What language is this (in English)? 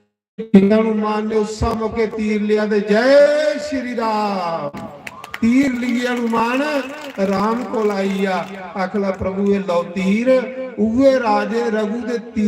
Dogri